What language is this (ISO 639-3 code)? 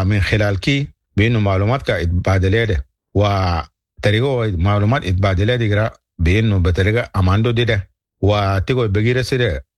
apd